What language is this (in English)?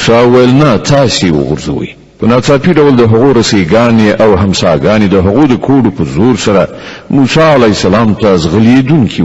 Pashto